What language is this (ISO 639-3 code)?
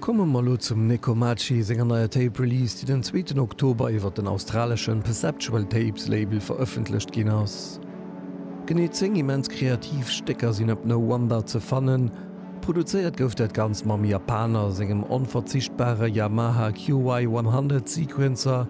ltz